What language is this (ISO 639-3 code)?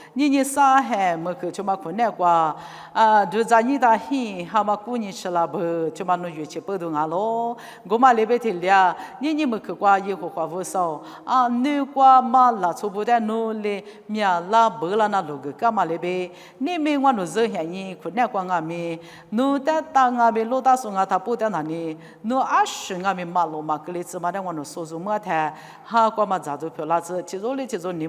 lis